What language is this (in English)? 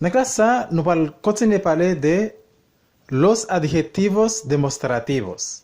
Haitian Creole